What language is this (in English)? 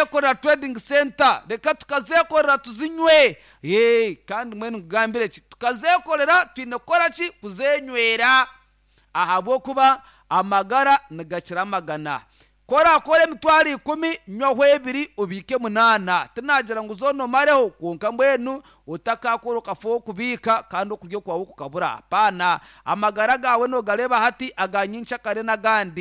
Nyankole